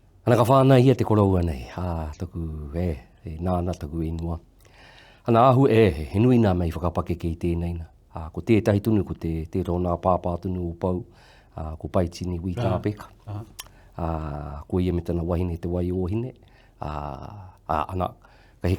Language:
Māori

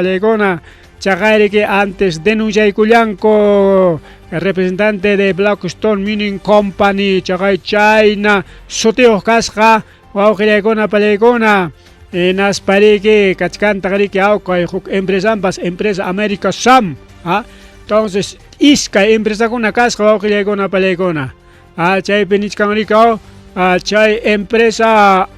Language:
Ayacucho Quechua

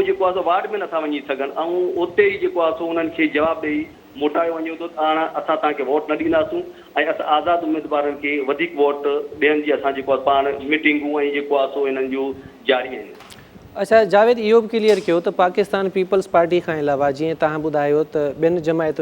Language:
Sindhi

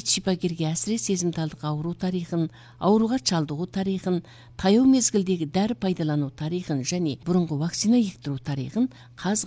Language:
Kazakh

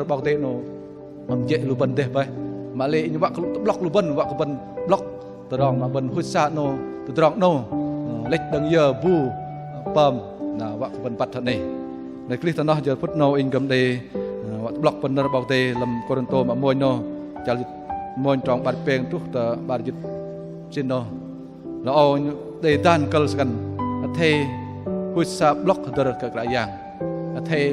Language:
Bahnar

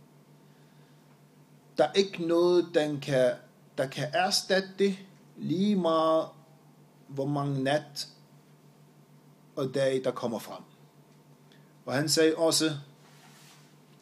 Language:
Danish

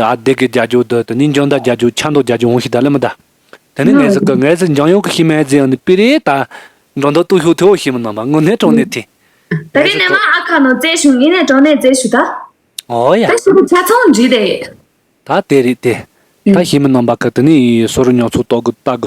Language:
Tibetan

